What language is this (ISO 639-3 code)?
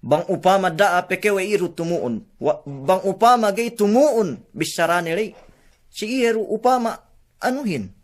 yka